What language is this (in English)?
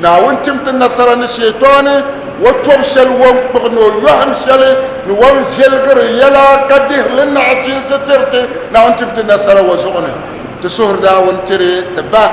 Dagbani